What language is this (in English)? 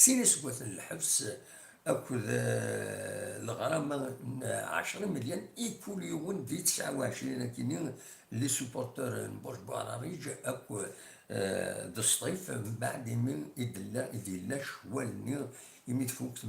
Kabyle